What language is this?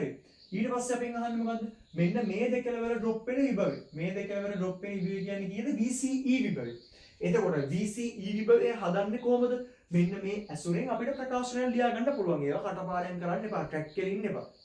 Sinhala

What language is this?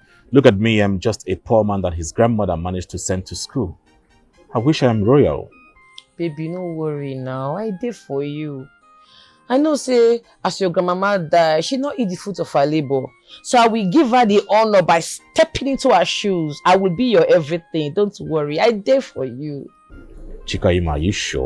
Nigerian Pidgin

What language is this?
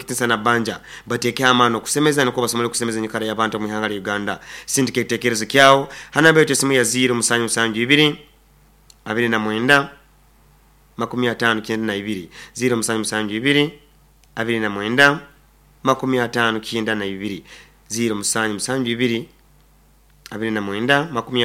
Nyoro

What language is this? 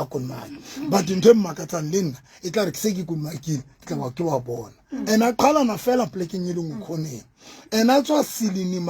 Southern Sotho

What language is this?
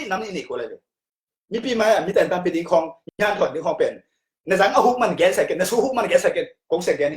Tedim Chin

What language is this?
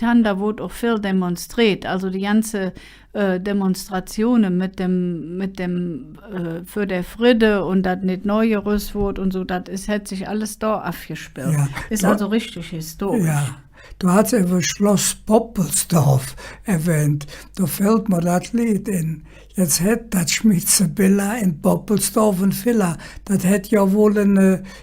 Colognian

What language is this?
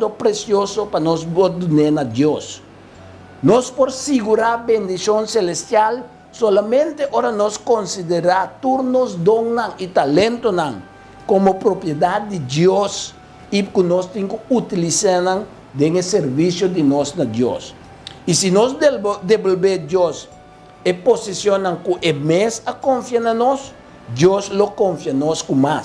Papiamento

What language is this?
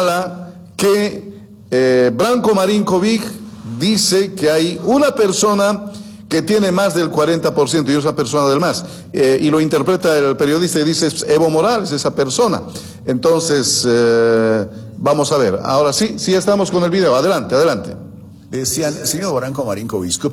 Spanish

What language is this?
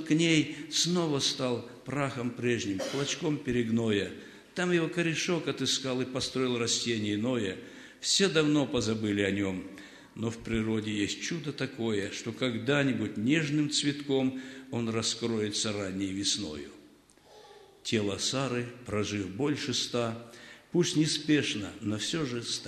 Russian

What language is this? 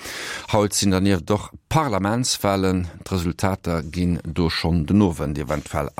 Luxembourgish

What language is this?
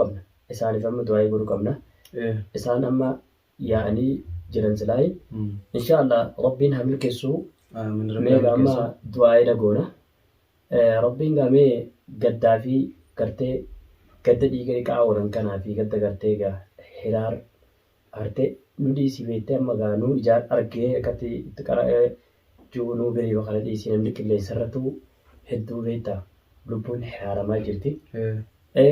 Oromo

